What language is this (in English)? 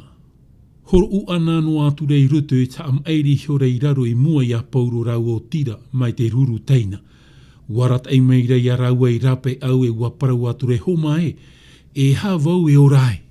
Tahitian